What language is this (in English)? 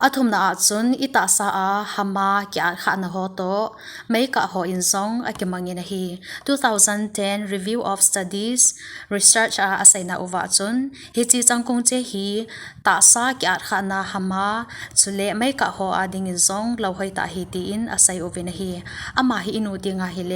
Thado Chin